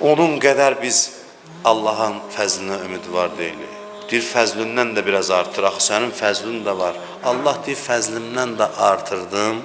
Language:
Azerbaijani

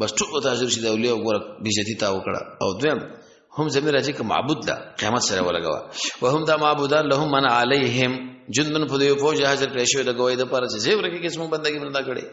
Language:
Pashto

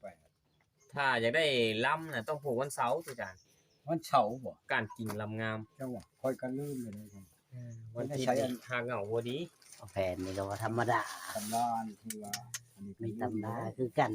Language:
Northeastern Thai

